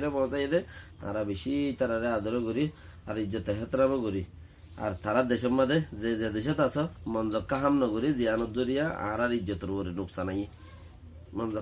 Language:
Rohingya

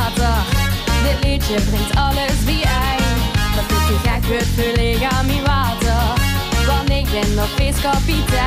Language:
Limburgish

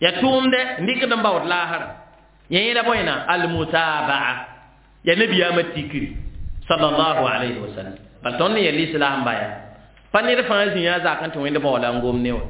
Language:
Mossi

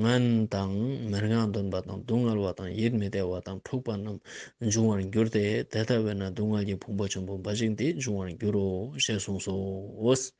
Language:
Ladakhi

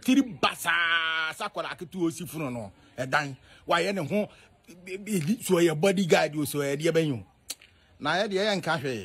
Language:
Akan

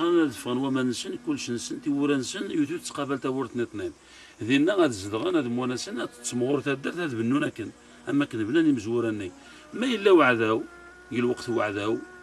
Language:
Kabyle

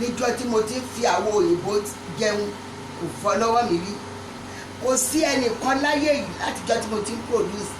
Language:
Yoruba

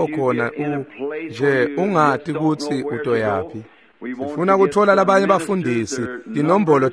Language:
Swati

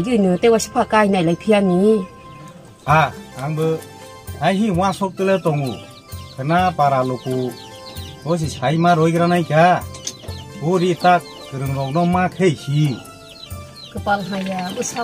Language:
Kok Borok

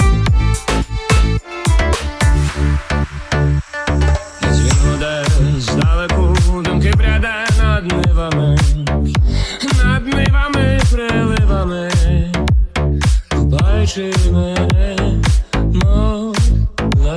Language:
Ukrainian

